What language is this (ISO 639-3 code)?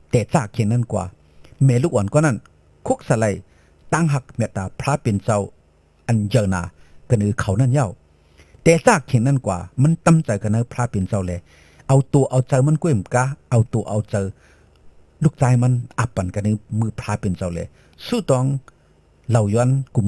shn